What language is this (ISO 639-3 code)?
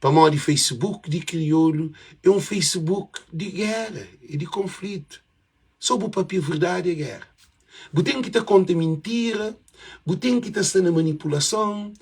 kea